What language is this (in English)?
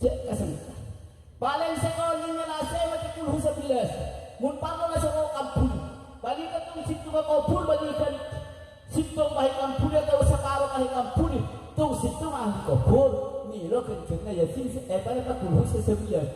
Madurese